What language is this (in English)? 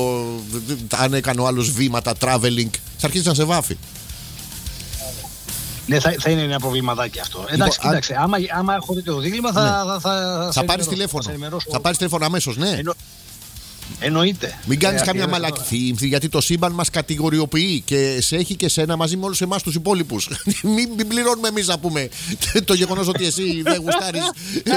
Greek